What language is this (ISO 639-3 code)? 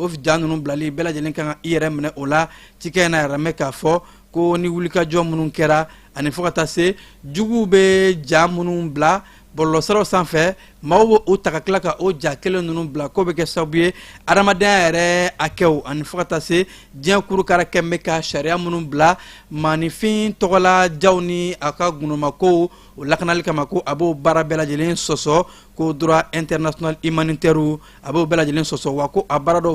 bam